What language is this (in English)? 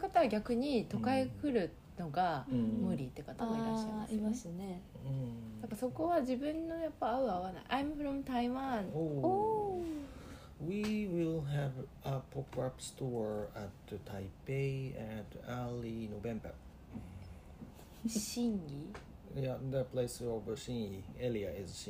Japanese